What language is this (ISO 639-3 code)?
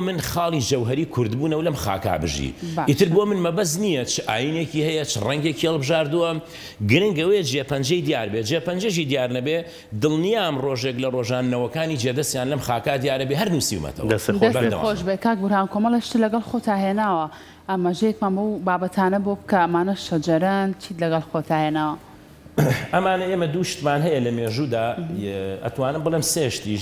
ckb